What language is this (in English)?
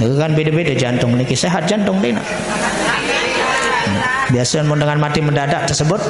Sasak